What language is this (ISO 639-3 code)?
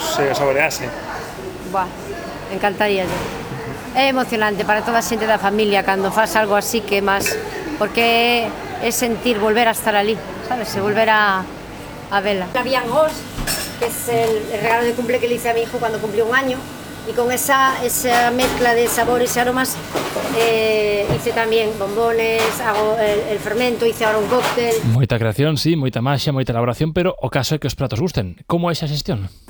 glg